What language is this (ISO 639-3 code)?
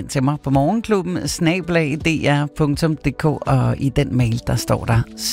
dan